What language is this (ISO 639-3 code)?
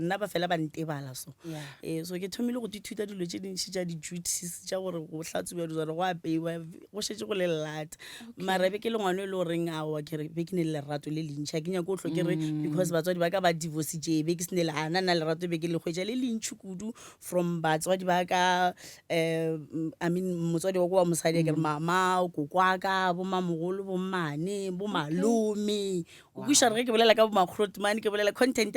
nso